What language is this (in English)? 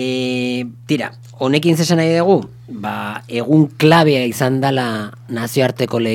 Basque